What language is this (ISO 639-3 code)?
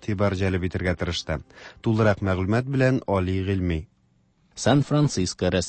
tat